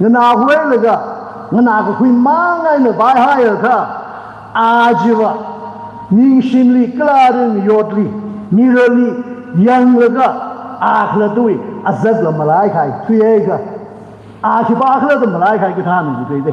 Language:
Tangkhul Naga (India)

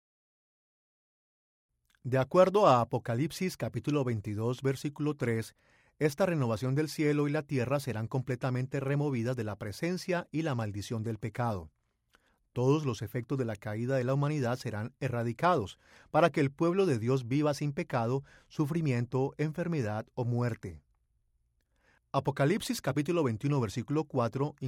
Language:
Spanish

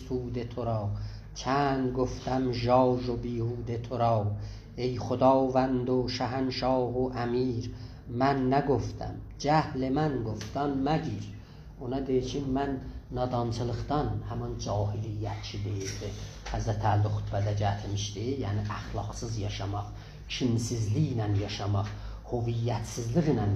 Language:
South Azerbaijani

